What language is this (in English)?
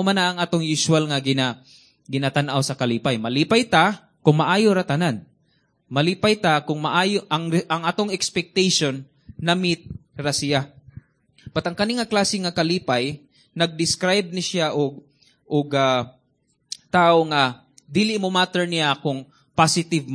Cebuano